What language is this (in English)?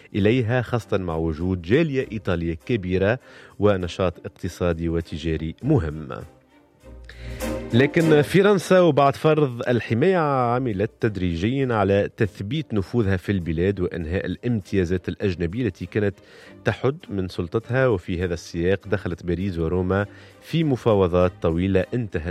Arabic